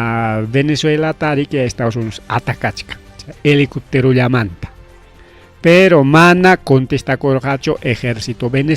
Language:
Ayacucho Quechua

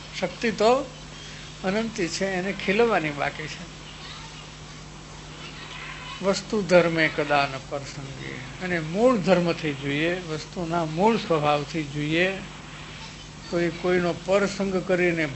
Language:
Gujarati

